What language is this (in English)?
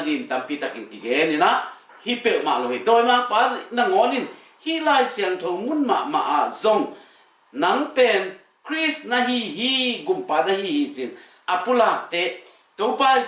Tedim Chin